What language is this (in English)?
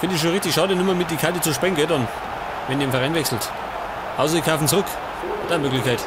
Bavarian